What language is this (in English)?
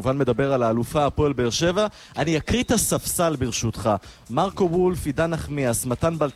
Hebrew